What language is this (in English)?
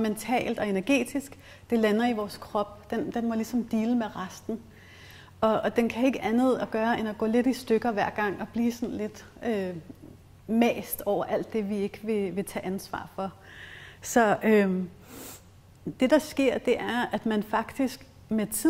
Danish